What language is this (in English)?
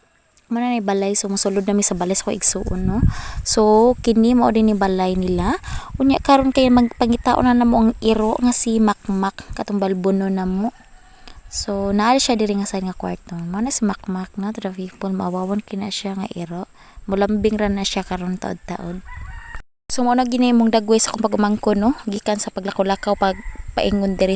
Cebuano